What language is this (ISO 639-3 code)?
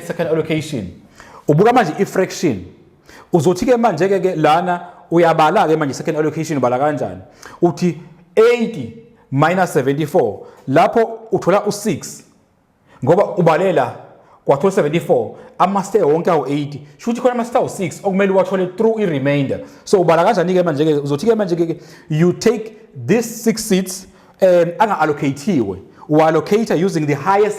zul